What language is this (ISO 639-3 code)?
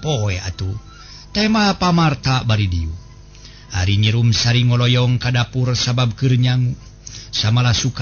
sun